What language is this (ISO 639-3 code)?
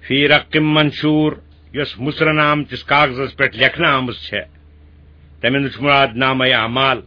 kas